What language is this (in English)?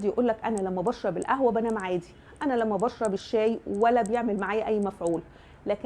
Egyptian Arabic